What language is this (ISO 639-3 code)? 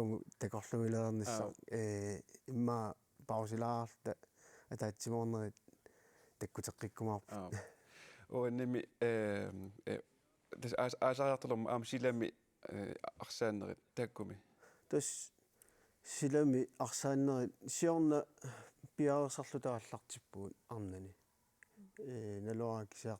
kal